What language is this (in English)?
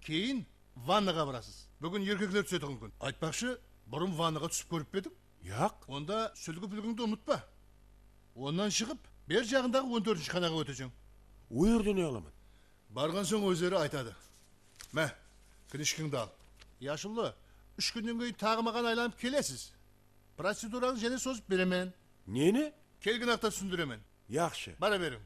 Kara-Kalpak